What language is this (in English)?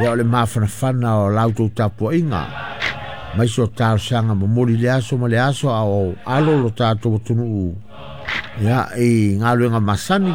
Samoan